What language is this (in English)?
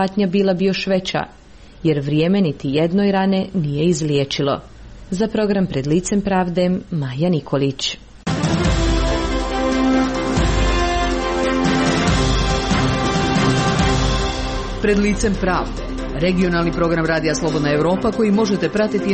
Croatian